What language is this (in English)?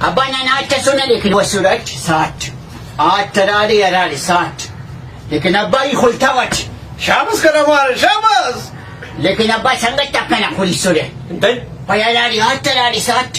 Brahui